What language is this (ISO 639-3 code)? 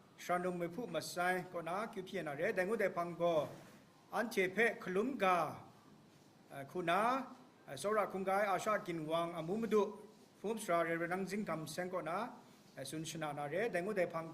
kac